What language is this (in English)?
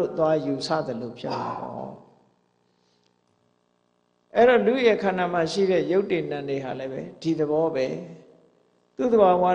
Burmese